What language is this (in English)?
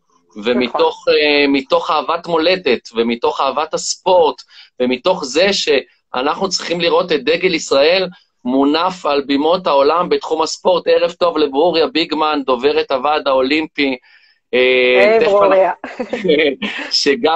Hebrew